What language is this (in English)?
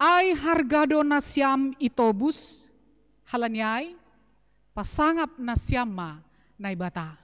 Batak Simalungun